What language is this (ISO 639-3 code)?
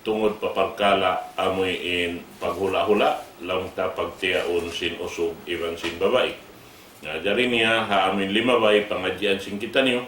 tsg